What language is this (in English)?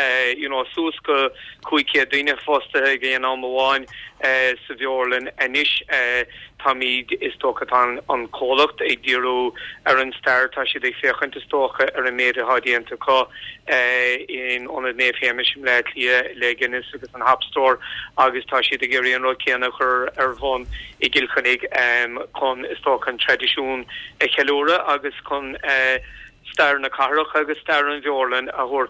Irish